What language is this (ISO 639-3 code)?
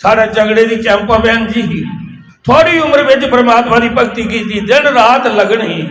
doi